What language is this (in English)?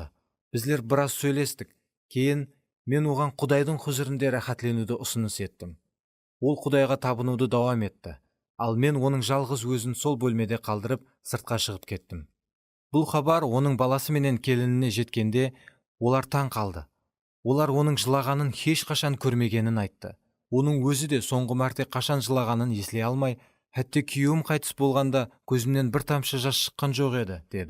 Kara-Kalpak